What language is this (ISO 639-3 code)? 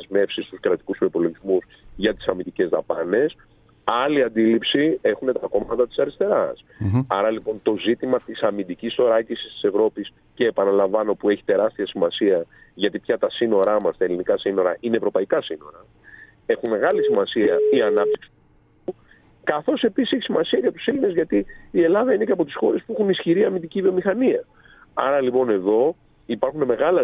ell